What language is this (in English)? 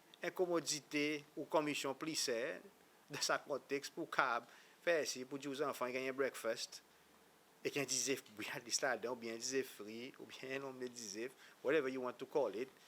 Seselwa Creole French